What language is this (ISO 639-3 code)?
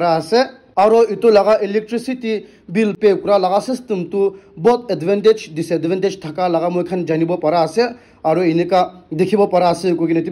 nag